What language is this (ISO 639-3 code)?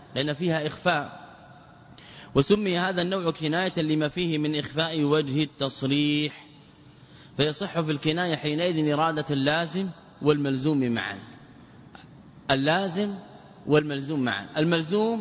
ara